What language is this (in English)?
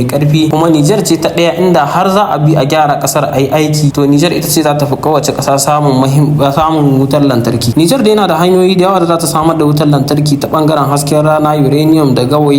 Hausa